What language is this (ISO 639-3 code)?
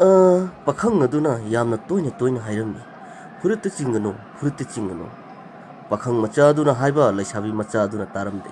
mni